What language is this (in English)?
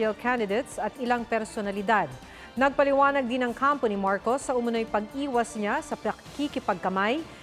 Filipino